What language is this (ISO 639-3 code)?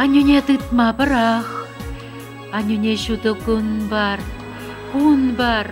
chv